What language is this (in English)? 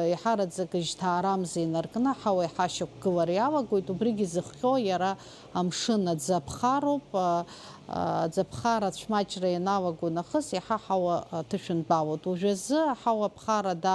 Abkhazian